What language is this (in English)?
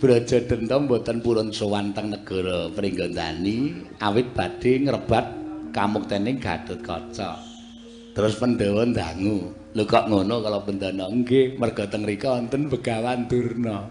Javanese